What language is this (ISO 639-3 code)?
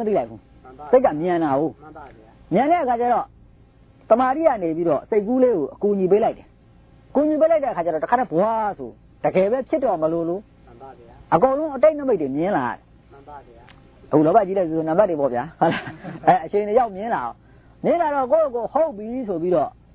mya